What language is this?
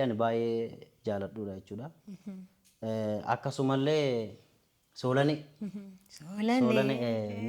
Oromo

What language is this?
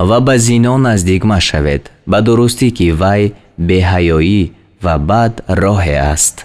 Tajik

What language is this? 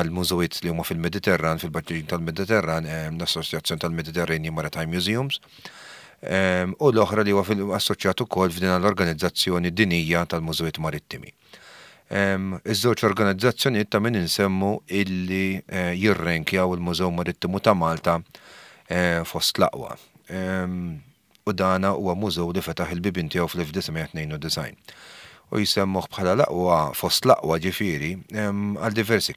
Maltese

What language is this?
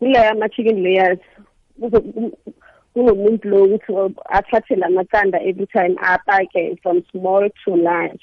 South Ndebele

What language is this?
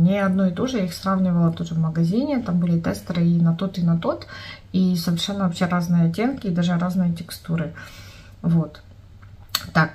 Russian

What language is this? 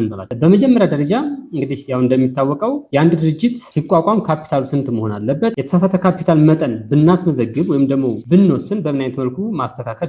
Amharic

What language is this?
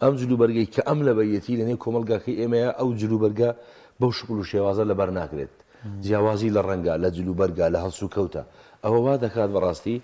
Central Kurdish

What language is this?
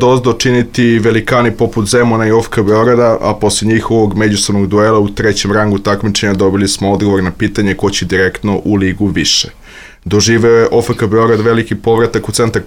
Serbian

